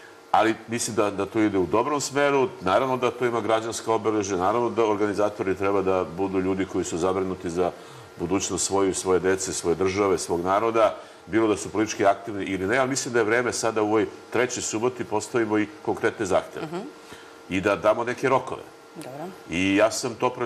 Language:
Serbian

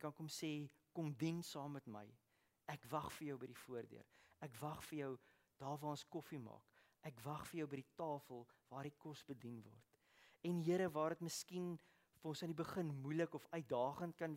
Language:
Afrikaans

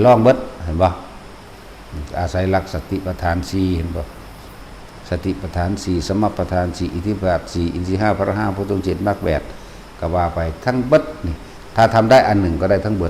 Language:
Northeastern Thai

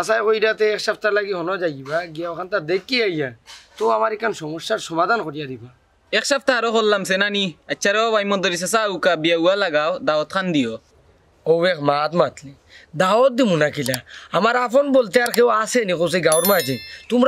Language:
Sylheti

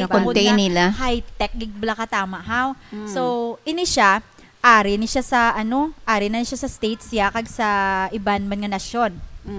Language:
Hiligaynon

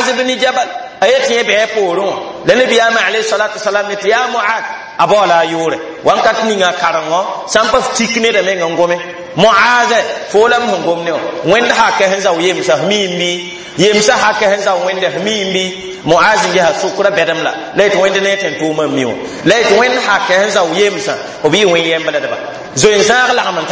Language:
Mossi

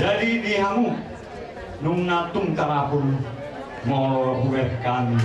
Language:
Batak Toba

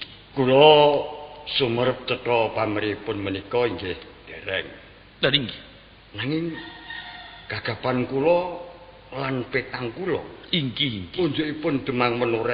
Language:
Javanese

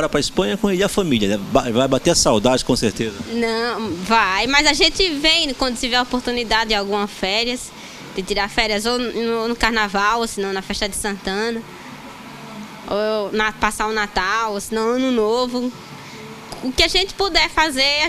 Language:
Portuguese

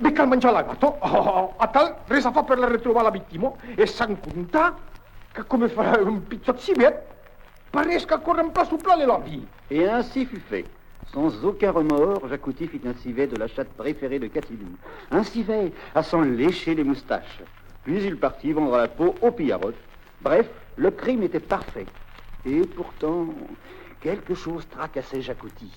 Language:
Occitan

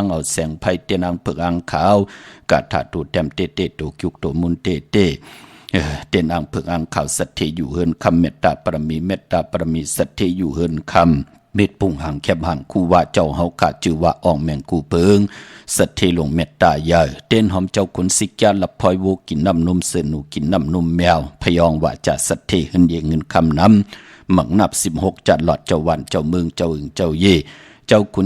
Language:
Shan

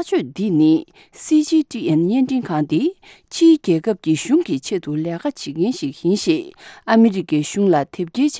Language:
Tibetan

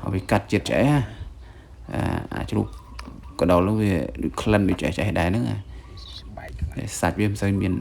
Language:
Khmer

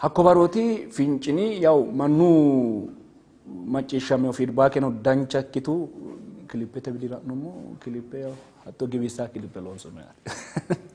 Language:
Sidamo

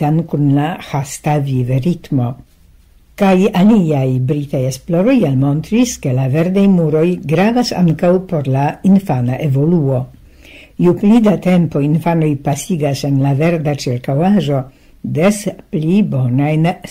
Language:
Esperanto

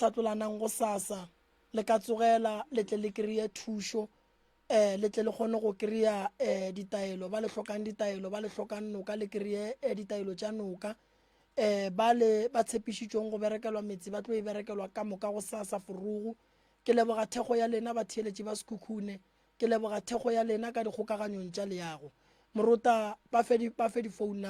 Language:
Northern Sotho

